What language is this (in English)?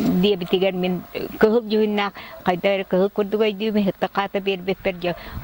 Yakut